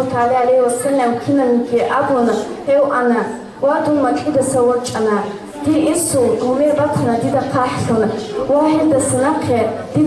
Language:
Avaric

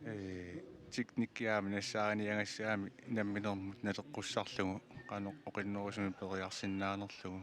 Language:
Kalaallisut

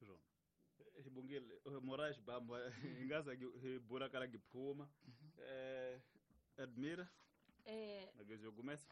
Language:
Tsonga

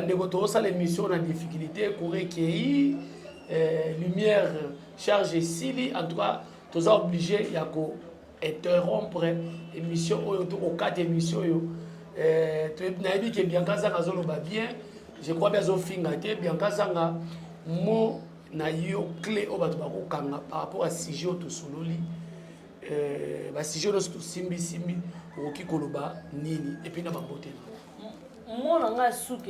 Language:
Lingala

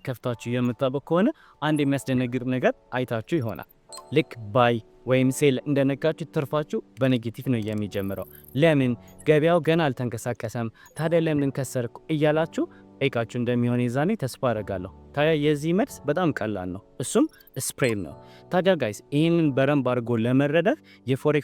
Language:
Amharic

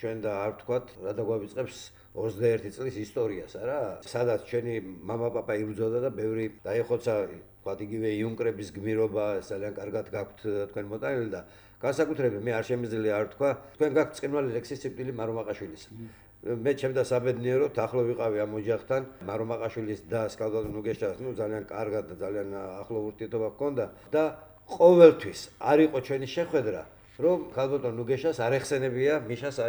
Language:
Georgian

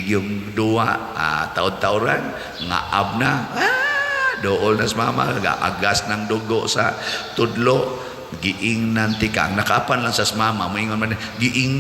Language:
Cebuano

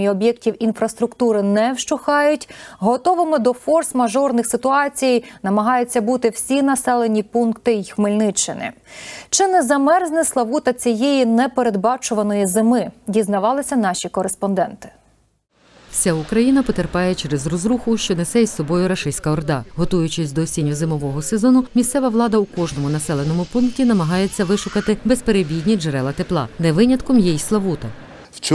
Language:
Ukrainian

